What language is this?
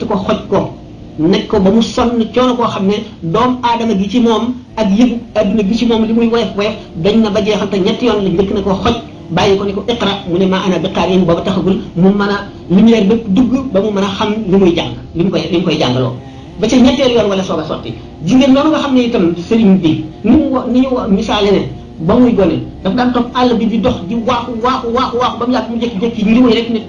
Wolof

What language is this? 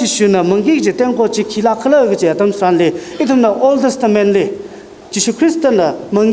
Tangkhul Naga (India)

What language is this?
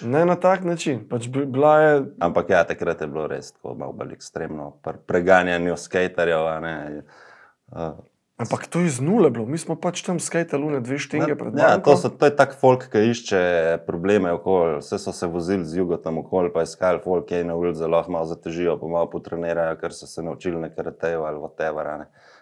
Slovenian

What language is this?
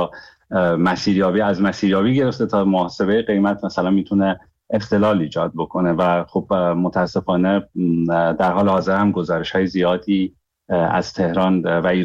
Persian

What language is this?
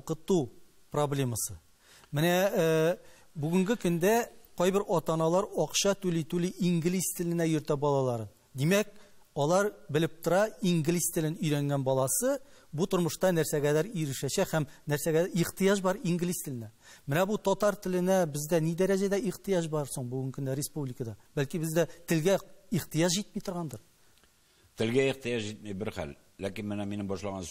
Tatar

